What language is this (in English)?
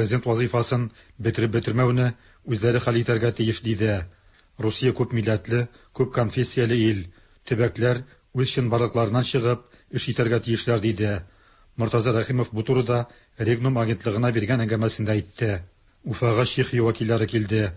Tatar